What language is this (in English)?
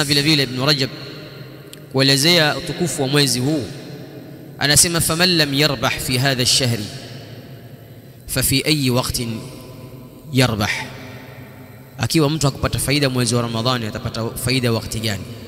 Swahili